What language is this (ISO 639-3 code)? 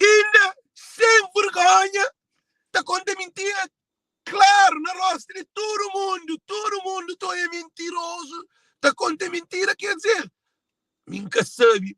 kea